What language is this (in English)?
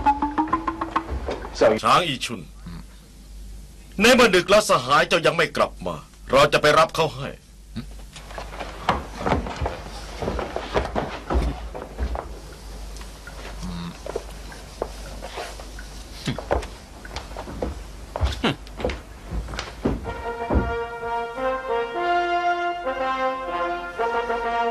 Thai